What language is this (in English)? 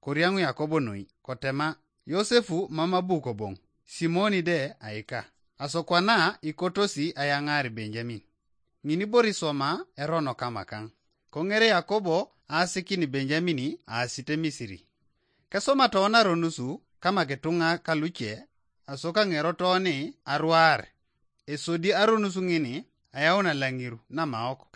Teso